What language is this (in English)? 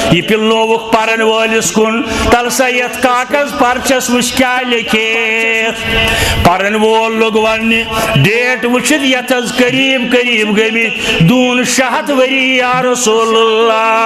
Kashmiri